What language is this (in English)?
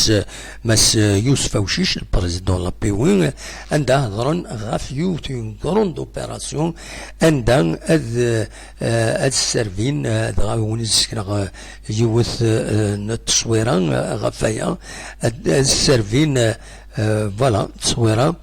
Kabyle